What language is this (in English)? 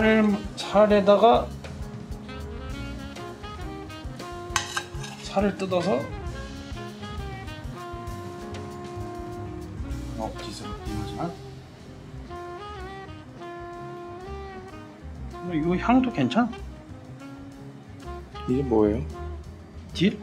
Korean